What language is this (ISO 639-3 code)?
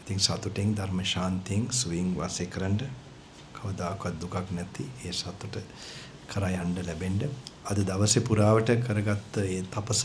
sin